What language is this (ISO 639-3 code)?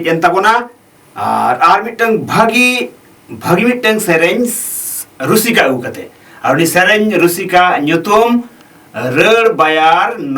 sat